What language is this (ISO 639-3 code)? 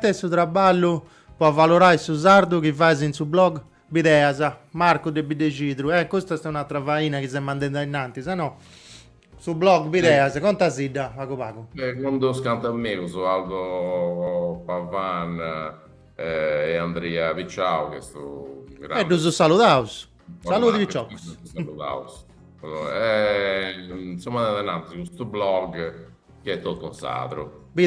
srd